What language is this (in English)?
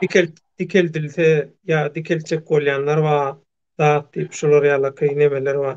Turkmen